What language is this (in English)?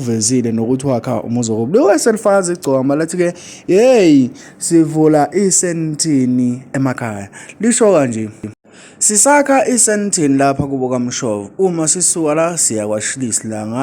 Zulu